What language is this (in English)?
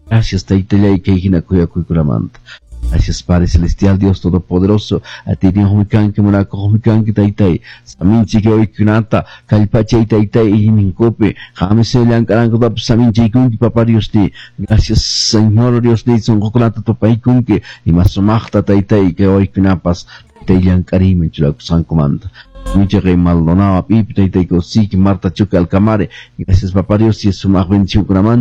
Quechua